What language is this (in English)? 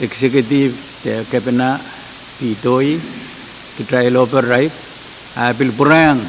Pohnpeian